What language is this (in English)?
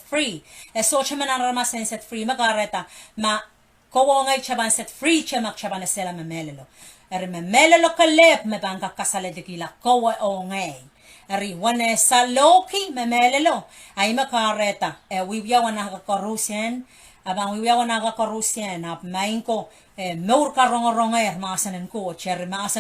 Pohnpeian